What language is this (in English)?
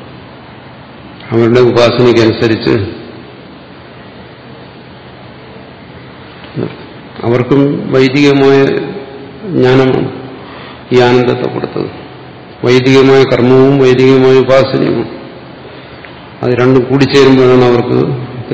Malayalam